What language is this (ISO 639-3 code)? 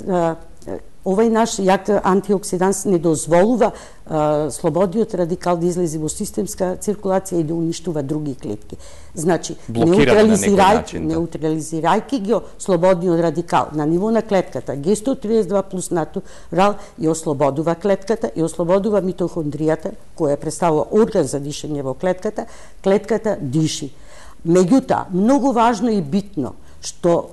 mkd